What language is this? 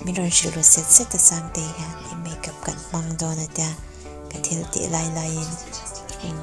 Mizo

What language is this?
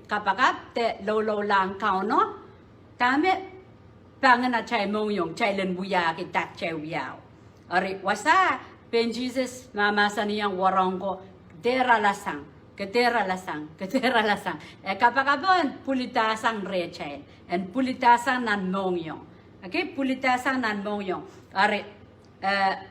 Pohnpeian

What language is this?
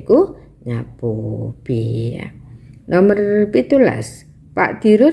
Javanese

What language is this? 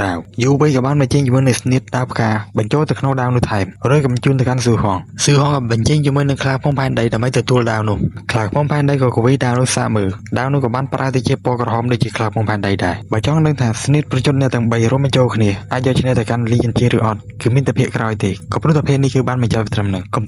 Khmer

